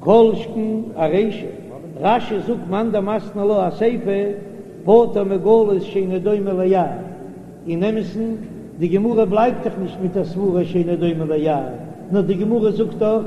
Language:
Yiddish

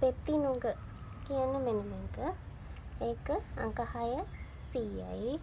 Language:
Sinhala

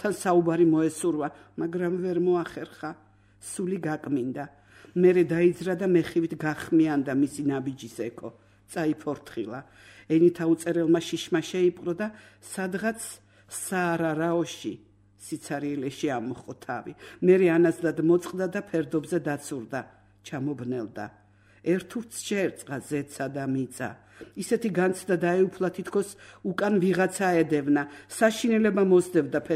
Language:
Georgian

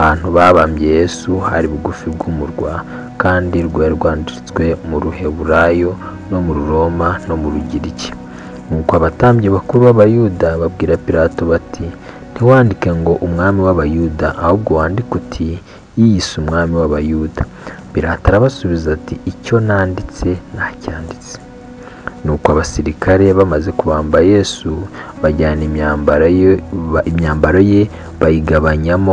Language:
Kinyarwanda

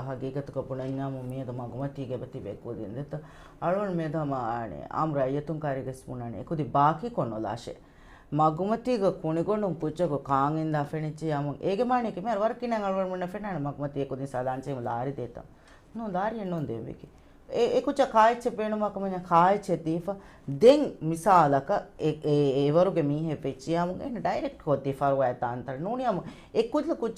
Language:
Divehi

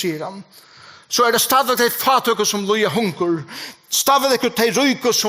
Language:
Faroese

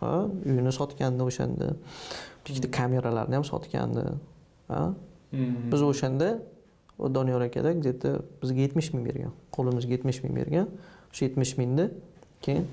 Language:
Uzbek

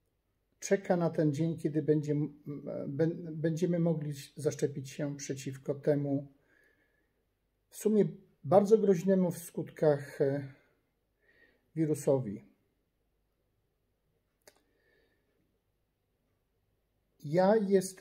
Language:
Polish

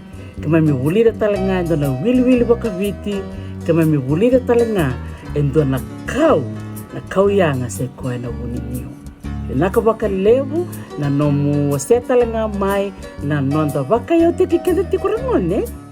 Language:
Fijian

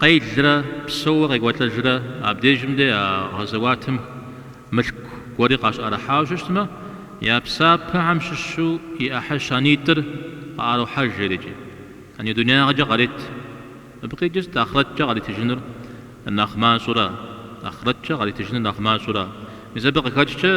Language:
Kabardian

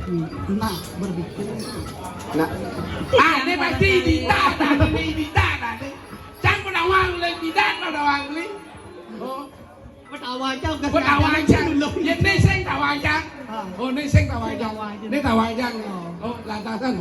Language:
Balinese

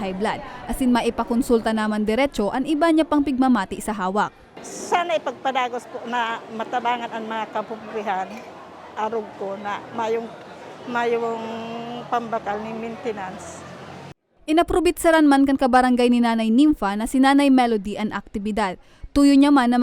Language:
Bikol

